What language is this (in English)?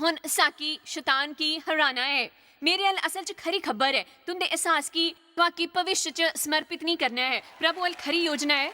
Dogri